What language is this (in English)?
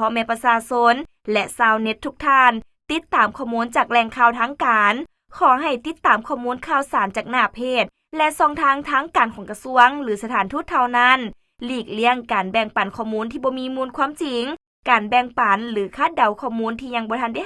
Lao